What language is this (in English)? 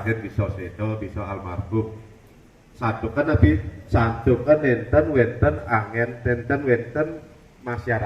Balinese